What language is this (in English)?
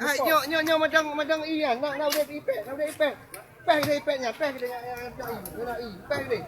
Achinese